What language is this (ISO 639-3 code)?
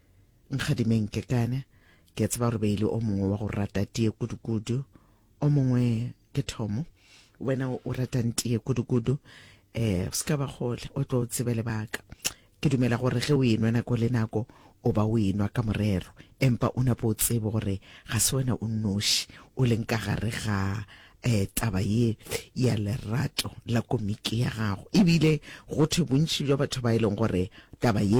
nso